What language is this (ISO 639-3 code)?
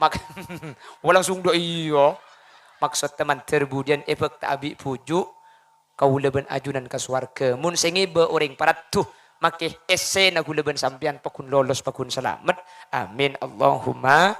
mad